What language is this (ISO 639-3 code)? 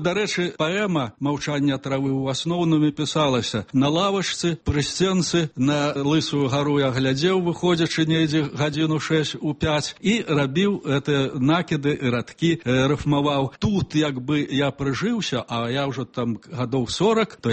bel